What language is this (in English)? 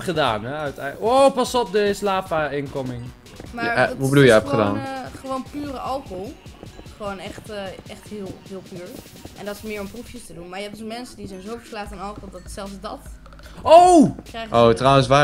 Dutch